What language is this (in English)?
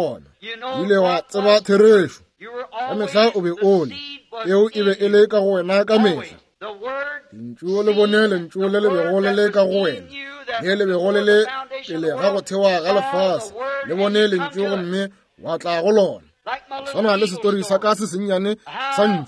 Northern Sotho